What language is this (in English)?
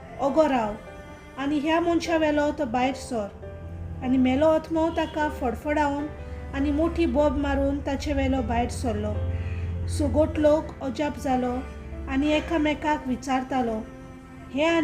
Konkani